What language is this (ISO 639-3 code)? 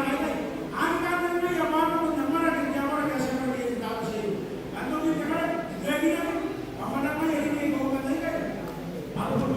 gil